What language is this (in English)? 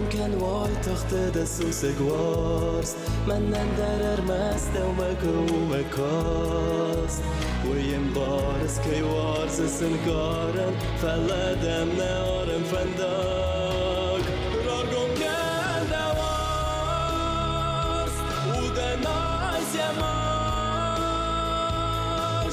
Ossetic